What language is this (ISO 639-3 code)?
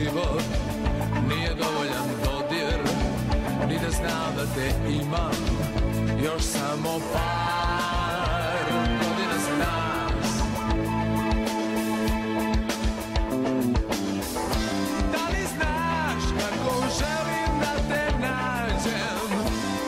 bos